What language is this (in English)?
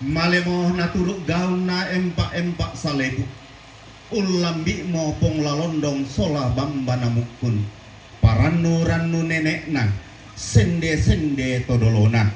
Toraja-Sa'dan